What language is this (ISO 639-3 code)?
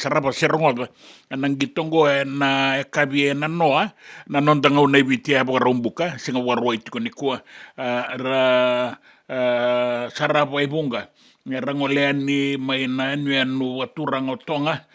fij